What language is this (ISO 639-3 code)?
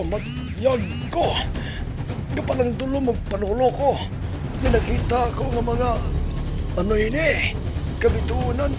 hil